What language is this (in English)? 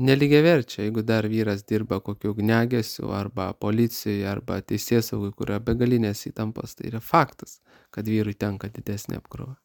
Lithuanian